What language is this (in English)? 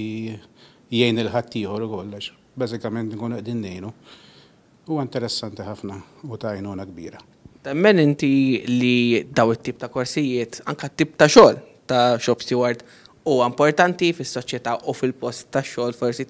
Maltese